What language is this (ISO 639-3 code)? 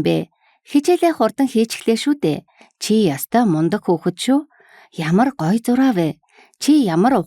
mon